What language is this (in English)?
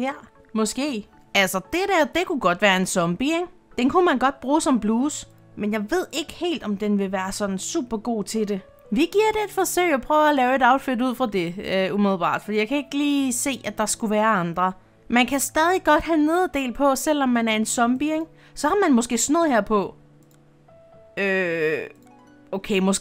Danish